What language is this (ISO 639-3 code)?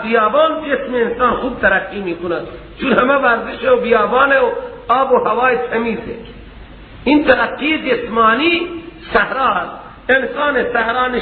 fas